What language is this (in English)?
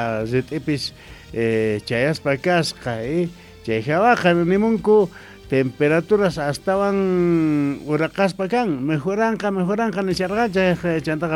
South Bolivian Quechua